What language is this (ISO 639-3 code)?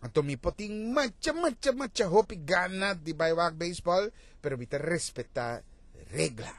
pap